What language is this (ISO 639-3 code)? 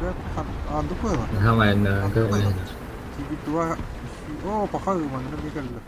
sah